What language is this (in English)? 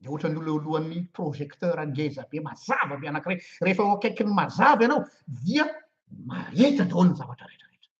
Malagasy